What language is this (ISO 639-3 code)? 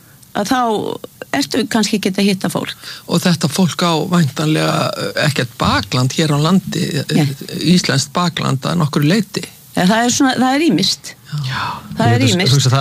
isl